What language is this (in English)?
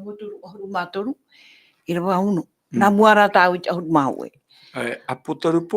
Tahitian